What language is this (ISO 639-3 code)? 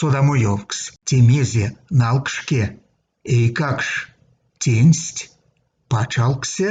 myv